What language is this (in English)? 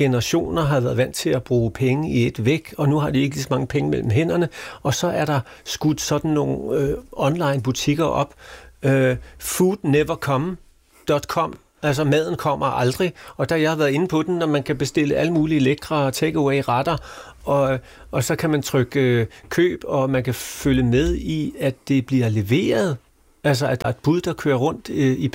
Danish